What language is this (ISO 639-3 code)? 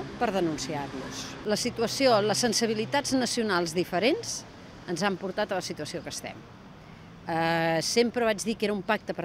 cat